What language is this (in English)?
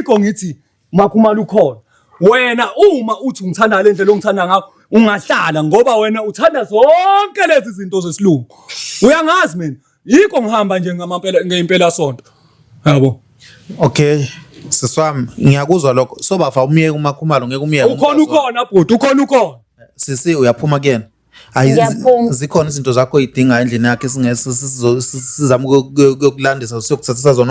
Zulu